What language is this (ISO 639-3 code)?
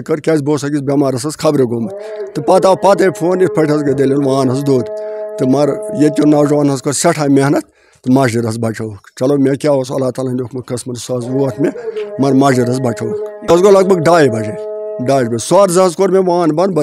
kas